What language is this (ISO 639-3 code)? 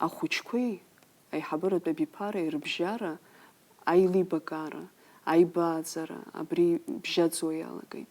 abk